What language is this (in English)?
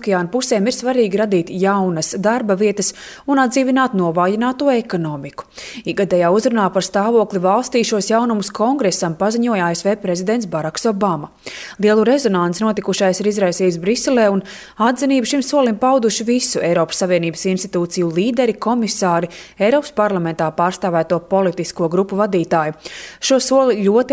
Latvian